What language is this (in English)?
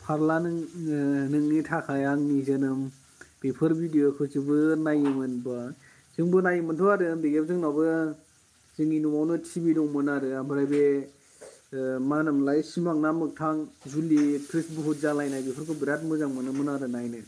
Bodo